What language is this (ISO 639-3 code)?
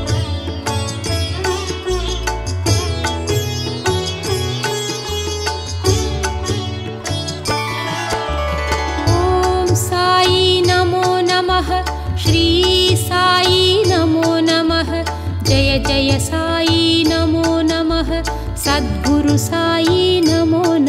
tam